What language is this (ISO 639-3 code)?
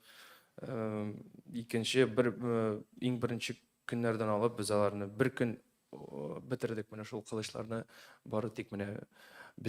tat